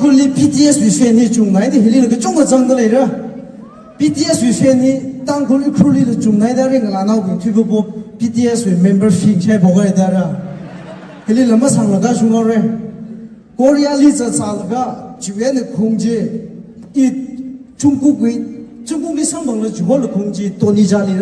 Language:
Tangkhul Naga (India)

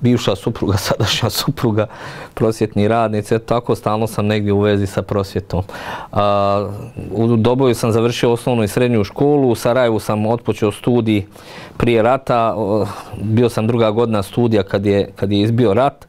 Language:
Bosnian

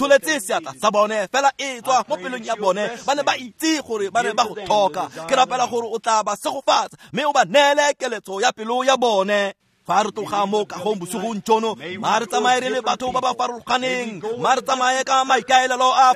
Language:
Tswana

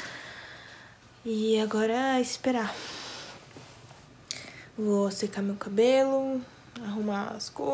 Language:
Portuguese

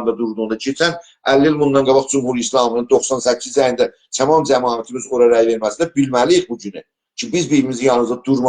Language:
South Azerbaijani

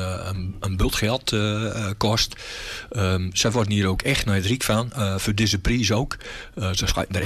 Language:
Gronings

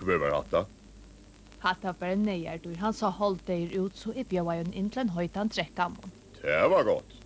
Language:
Faroese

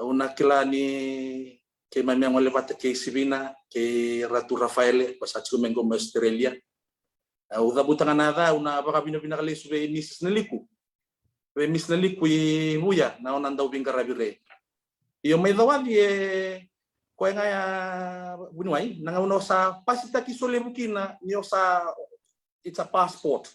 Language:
Fijian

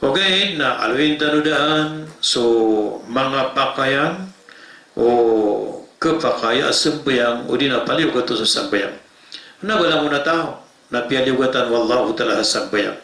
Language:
Maranao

